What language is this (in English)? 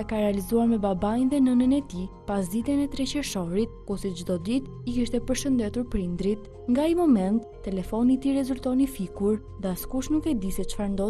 Albanian